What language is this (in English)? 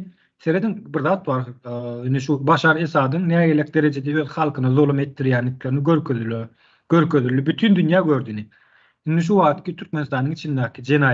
Turkmen